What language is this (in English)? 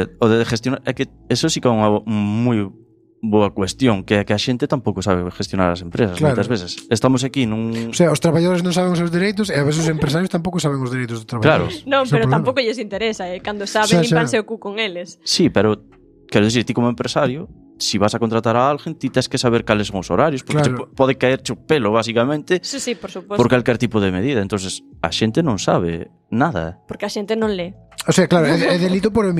Galician